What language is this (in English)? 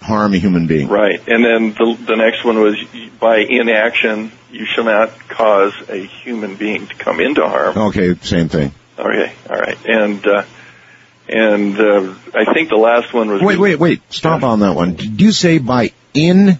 English